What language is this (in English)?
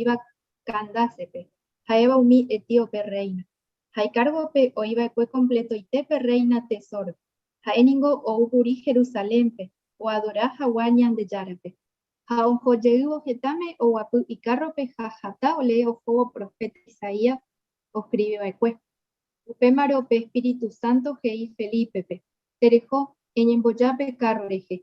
Guarani